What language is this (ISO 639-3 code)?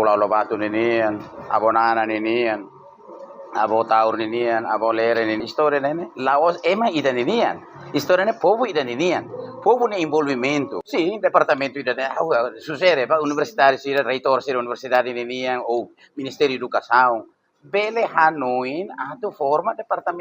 tet